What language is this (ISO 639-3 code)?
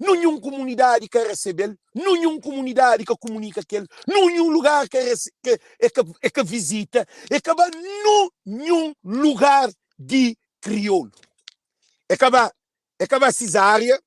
kea